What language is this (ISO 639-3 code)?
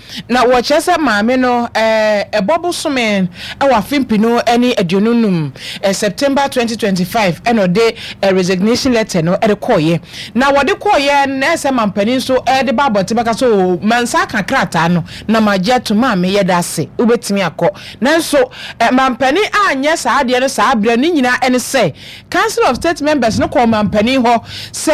aka